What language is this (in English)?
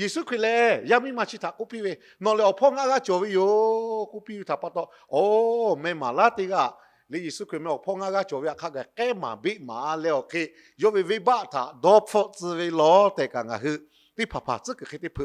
Lahu